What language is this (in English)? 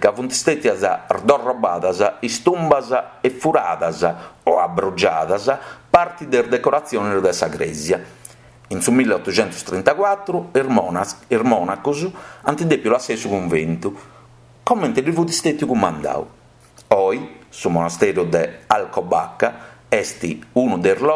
Sardinian